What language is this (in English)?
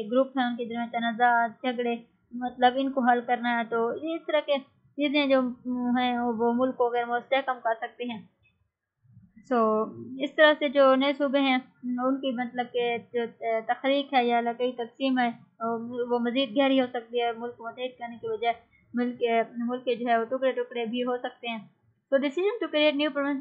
Urdu